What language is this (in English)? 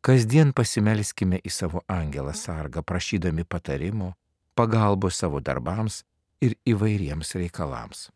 Lithuanian